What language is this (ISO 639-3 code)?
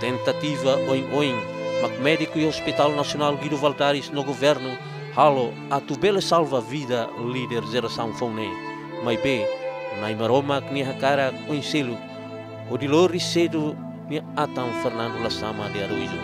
tet